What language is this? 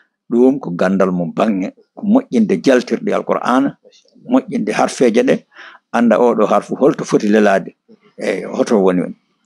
Fula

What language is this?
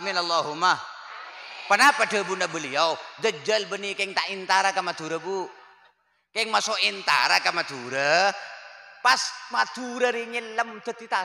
Madurese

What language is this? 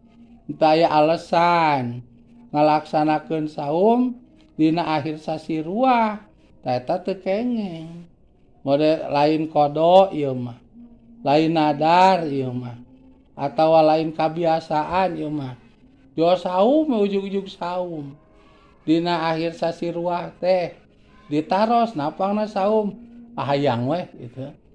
Sundanese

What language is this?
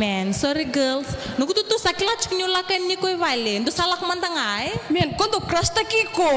Fijian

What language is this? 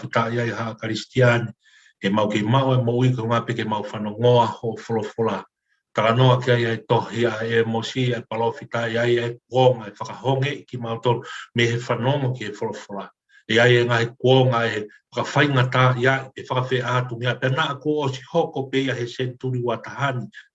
Tongan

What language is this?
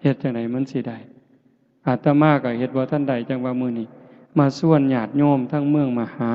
Northeastern Thai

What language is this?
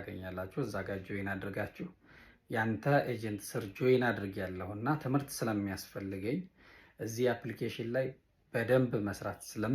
Amharic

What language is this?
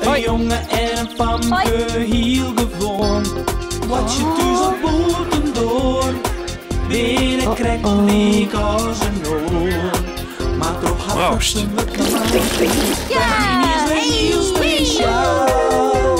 Western Frisian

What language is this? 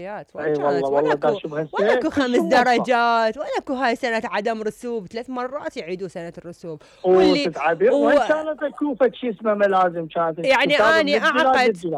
Mesopotamian Arabic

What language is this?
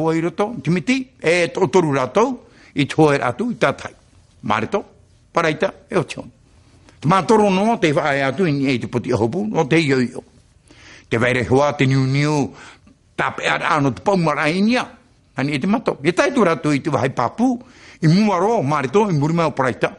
Tahitian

